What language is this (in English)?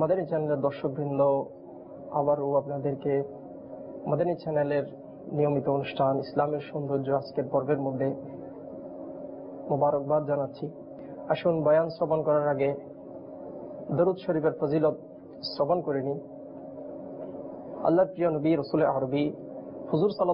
Bangla